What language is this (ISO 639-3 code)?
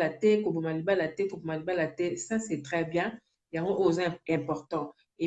lin